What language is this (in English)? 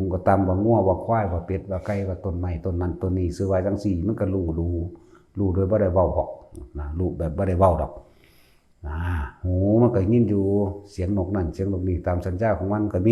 Northeastern Thai